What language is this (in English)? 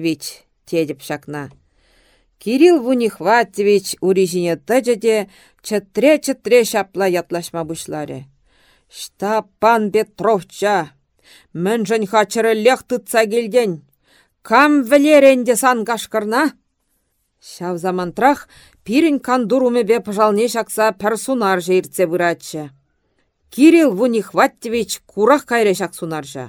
Chuvash